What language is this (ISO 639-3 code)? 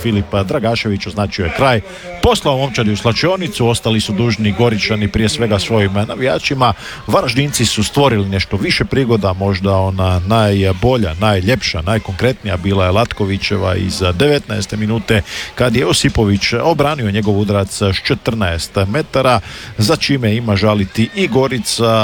hrv